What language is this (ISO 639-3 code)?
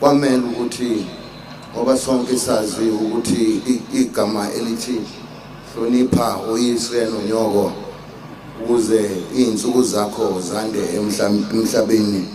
zul